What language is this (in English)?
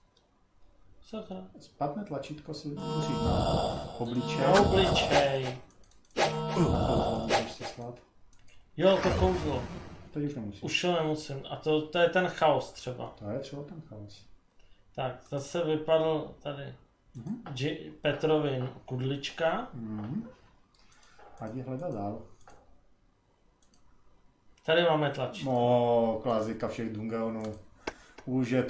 Czech